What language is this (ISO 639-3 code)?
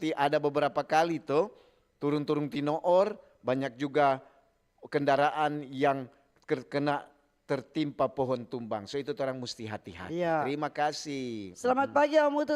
xmm